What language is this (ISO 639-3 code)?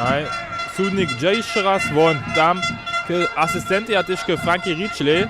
hsb